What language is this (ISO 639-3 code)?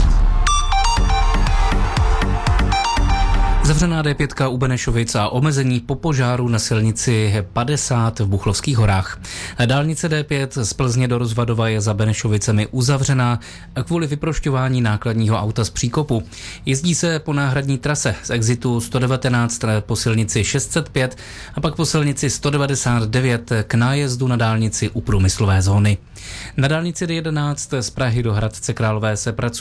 ces